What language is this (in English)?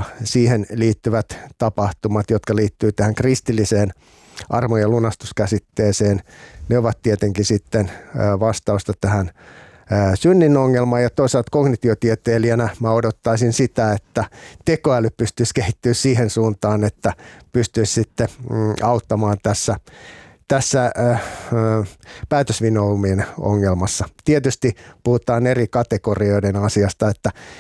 Finnish